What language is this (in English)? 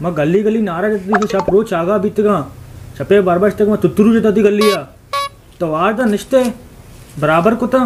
Baluchi